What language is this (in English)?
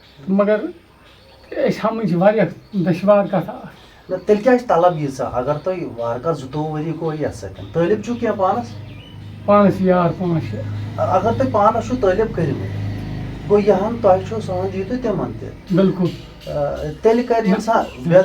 Kashmiri